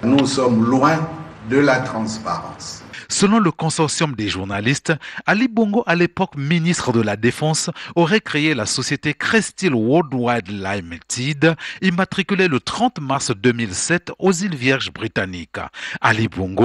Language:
French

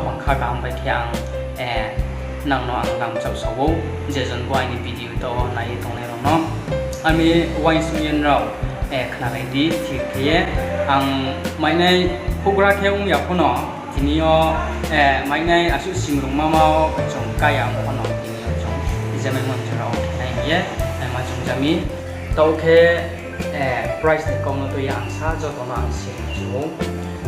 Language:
Riang (India)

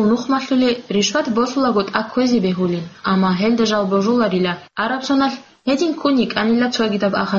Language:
Avaric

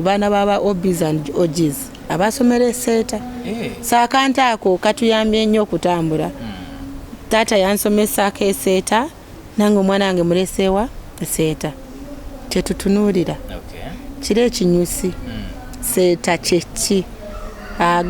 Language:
Ganda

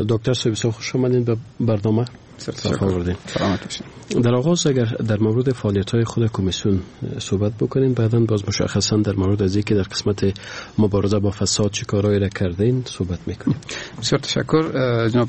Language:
Persian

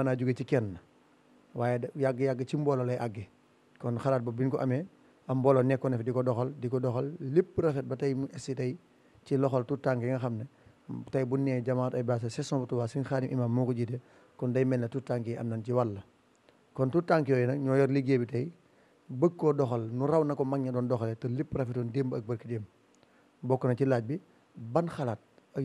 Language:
Wolof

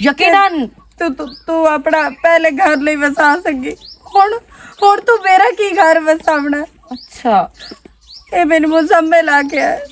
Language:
Western Panjabi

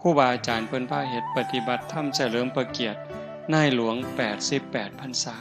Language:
Northeastern Thai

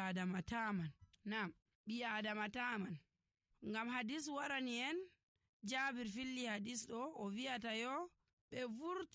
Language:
Nigerian Fulfulde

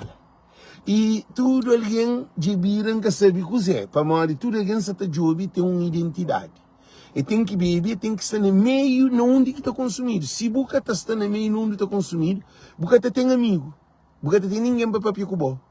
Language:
Kabuverdianu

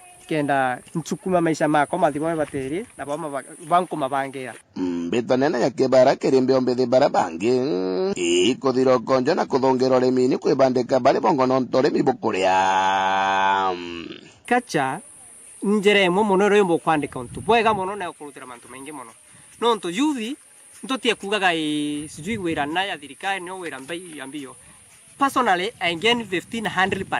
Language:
Meru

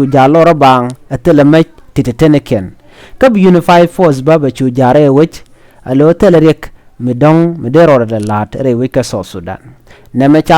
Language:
Nuer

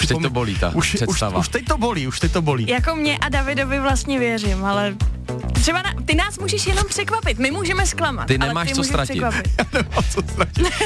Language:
Czech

